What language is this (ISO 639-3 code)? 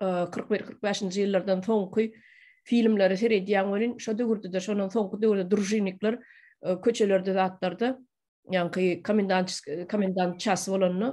tuk